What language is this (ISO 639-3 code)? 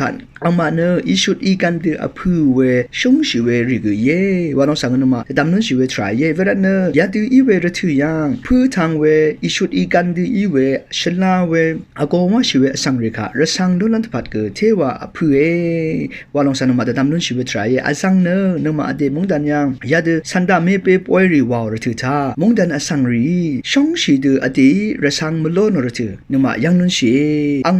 raw